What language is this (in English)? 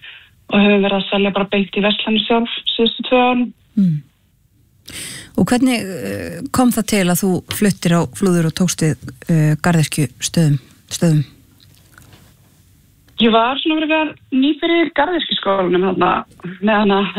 Icelandic